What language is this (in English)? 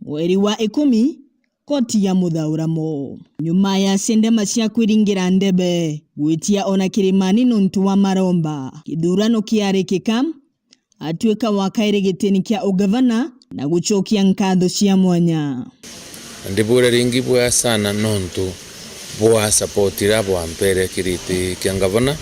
Meru